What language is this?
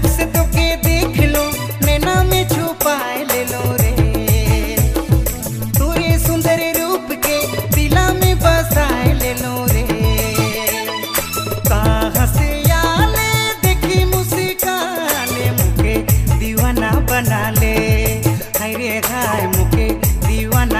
Sadri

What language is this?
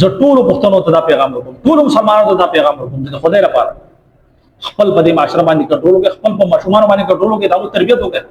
Pashto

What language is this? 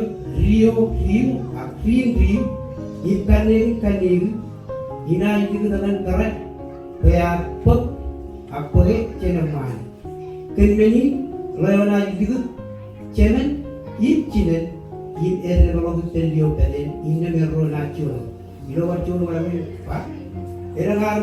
Marshallese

